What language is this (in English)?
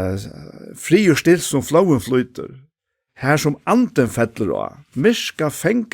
Faroese